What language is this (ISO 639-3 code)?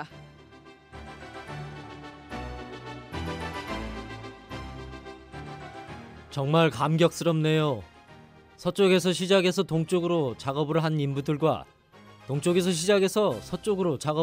kor